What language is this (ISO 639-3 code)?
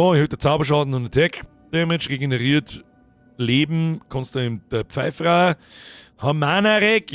bar